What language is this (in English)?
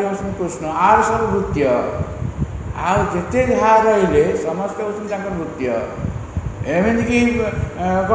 Odia